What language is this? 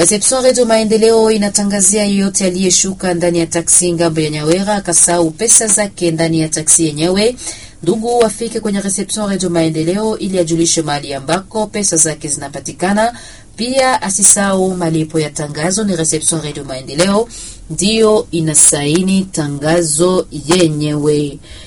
Swahili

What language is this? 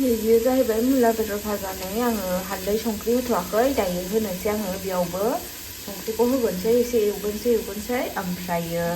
Bodo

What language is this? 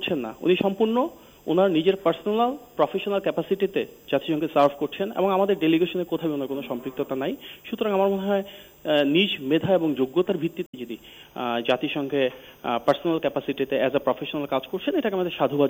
Bangla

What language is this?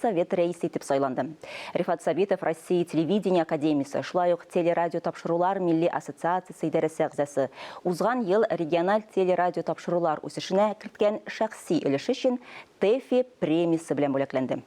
Tatar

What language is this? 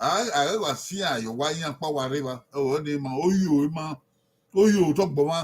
Bini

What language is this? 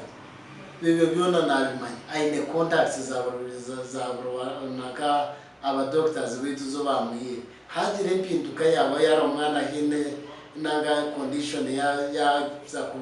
Nyankole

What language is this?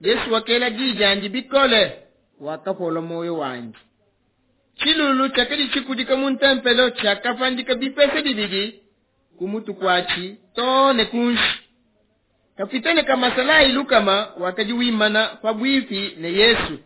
Luba-Lulua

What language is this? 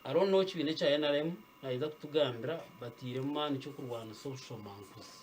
Nyankole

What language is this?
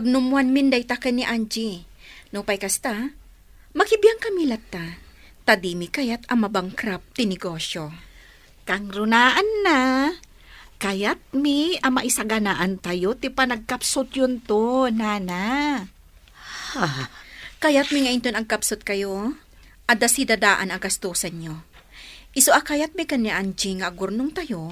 Iloko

